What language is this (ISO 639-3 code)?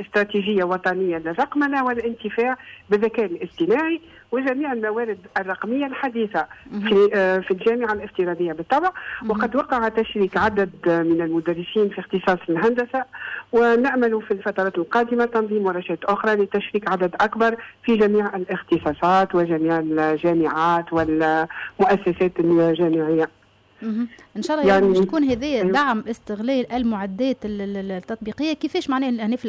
aeb